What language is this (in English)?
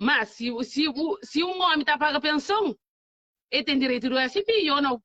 Kabuverdianu